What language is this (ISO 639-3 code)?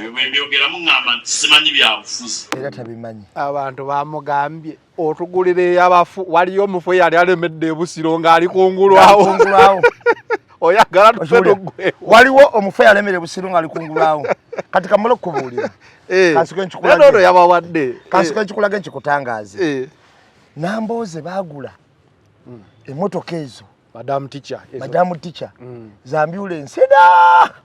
lug